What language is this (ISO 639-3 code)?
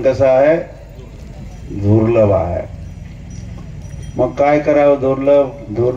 mar